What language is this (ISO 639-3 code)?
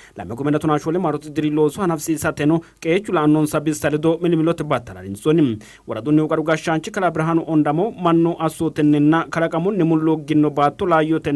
sid